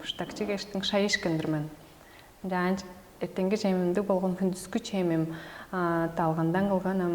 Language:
Tuvinian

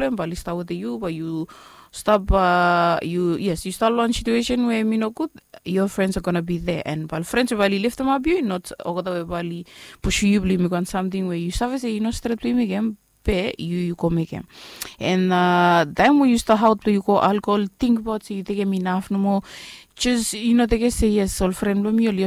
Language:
Bislama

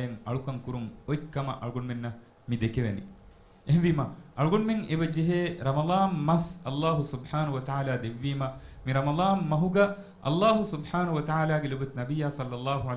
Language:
Divehi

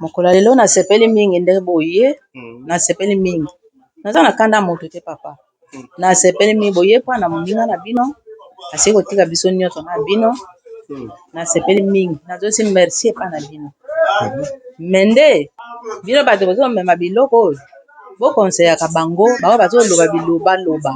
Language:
Lingala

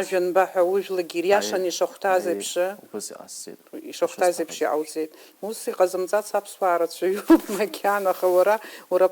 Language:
Abkhazian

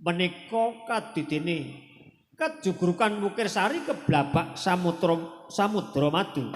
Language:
Javanese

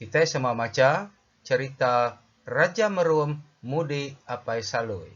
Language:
Iban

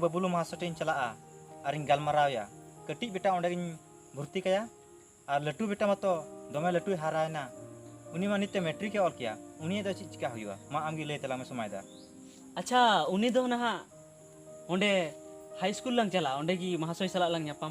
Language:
Santali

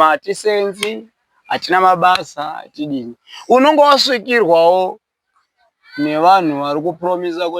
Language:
Shona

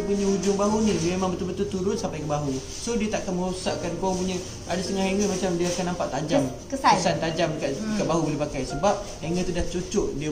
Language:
Malay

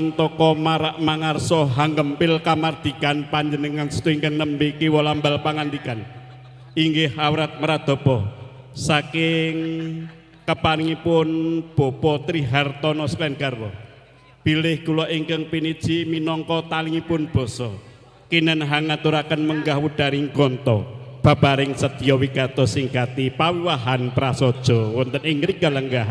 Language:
Javanese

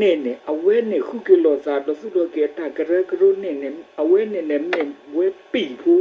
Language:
S'gaw Karen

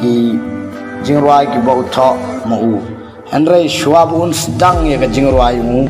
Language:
Khasi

